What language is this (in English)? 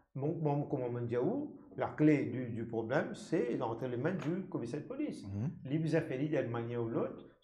Morisyen